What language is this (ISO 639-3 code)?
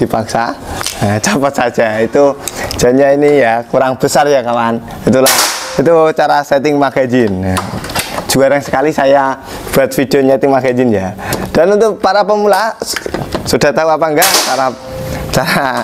ind